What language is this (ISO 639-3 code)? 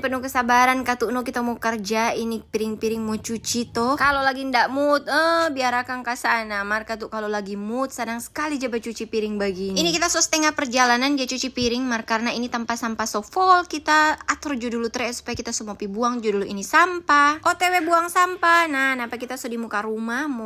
xmm